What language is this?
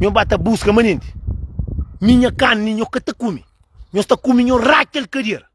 Kabuverdianu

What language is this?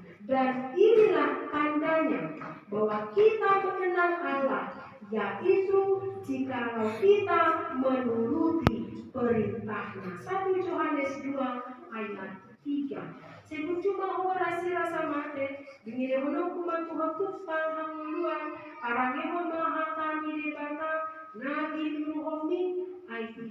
Batak Toba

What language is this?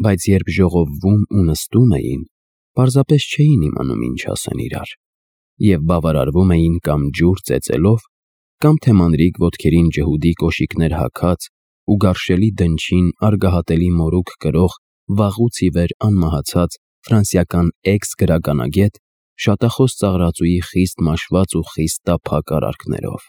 Armenian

